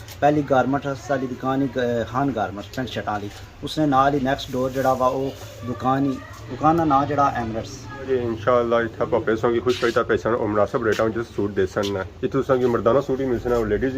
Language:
Pahari-Potwari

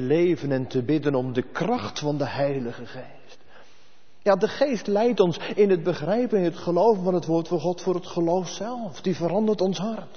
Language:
Dutch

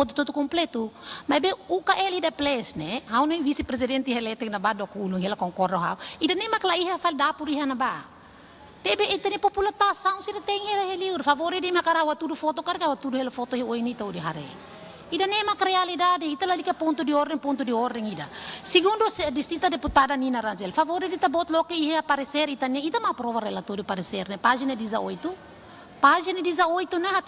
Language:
Tetum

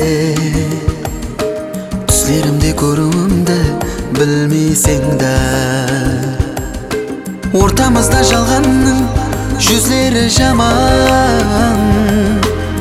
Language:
Kazakh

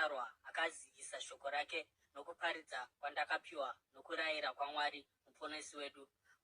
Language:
Shona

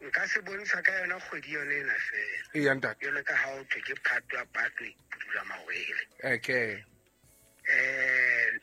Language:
Southern Sotho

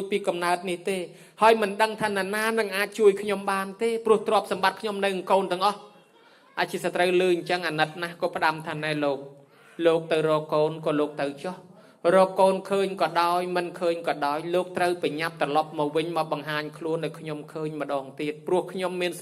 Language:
Khmer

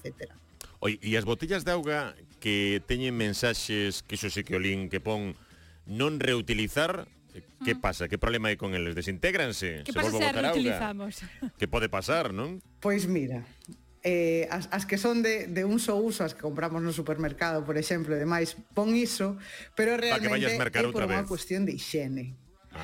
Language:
Galician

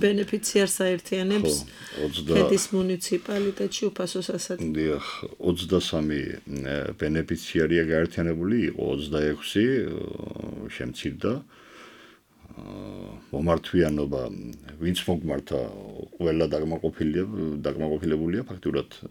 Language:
Georgian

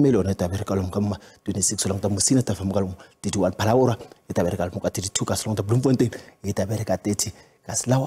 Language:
Tsonga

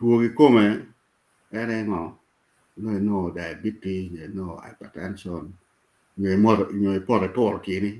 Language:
Acoli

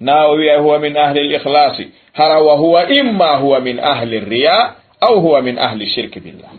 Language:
Fula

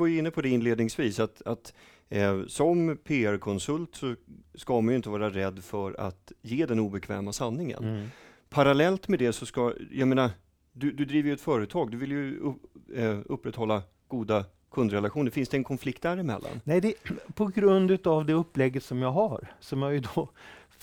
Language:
Swedish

